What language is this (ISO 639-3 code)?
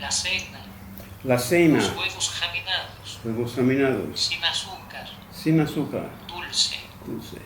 lad